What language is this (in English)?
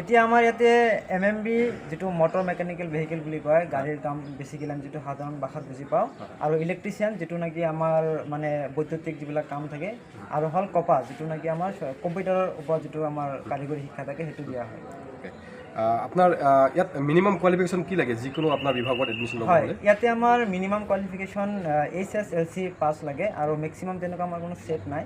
Assamese